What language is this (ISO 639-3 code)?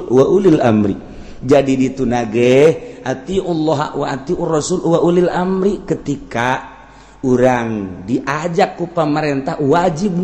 sun